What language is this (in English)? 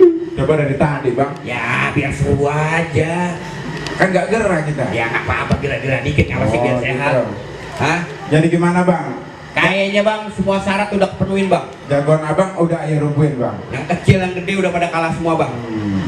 Betawi